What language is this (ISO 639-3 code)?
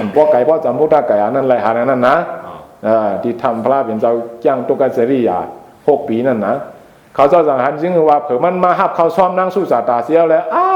shn